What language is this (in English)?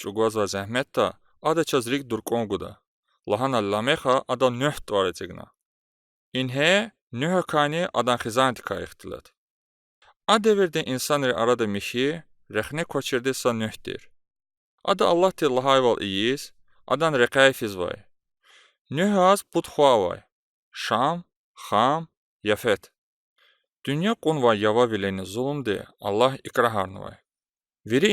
Lezghian